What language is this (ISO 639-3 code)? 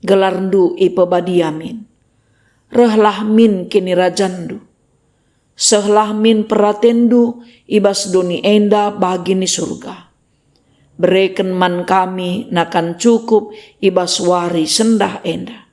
btx